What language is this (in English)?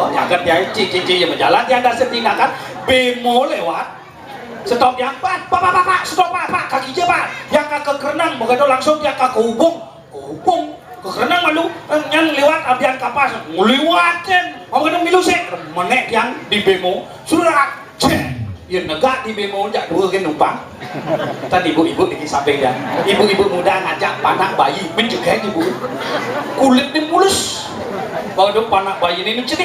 Balinese